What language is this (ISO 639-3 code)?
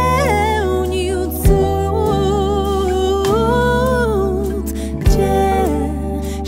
pol